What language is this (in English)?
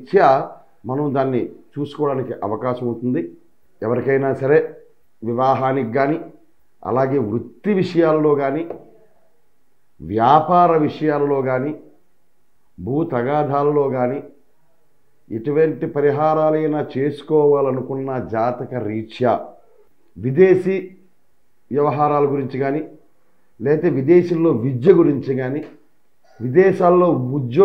Telugu